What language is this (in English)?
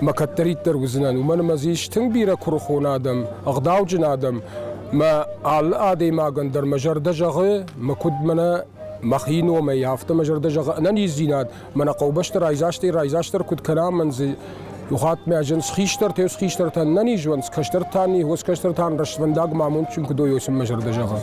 Ossetic